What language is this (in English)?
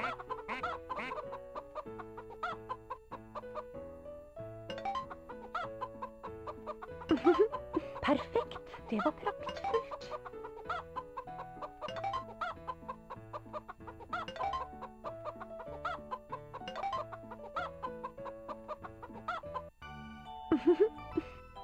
Norwegian